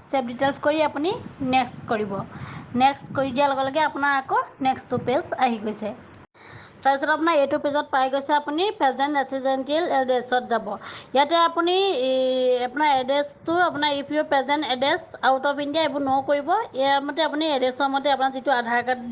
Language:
Assamese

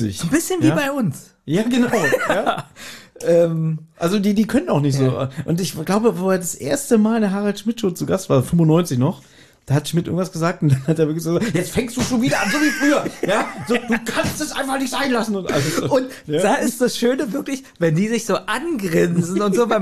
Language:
German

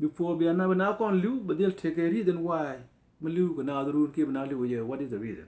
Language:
Nuer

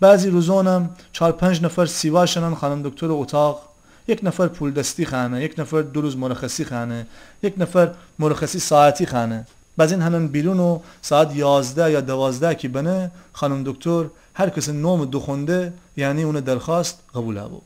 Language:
Gilaki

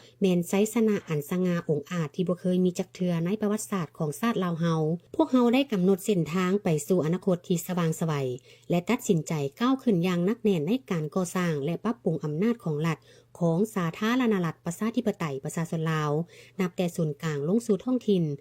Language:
Lao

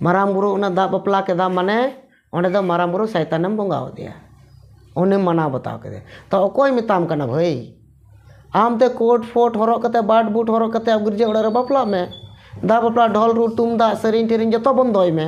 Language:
Santali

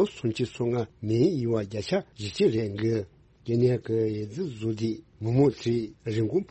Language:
Tibetan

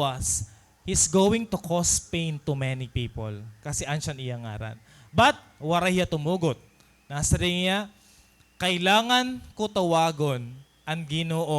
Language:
Waray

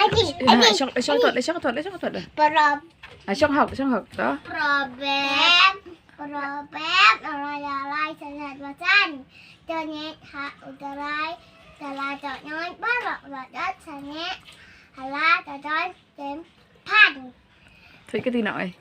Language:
Khasi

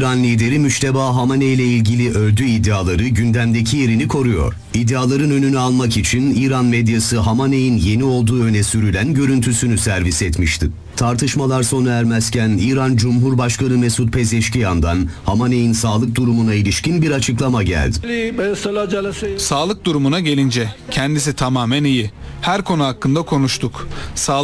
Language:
Turkish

